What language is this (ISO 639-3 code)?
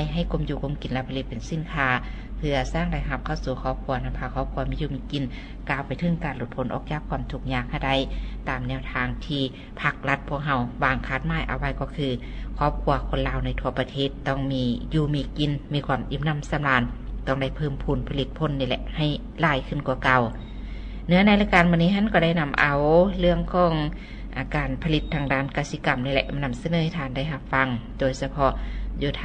lao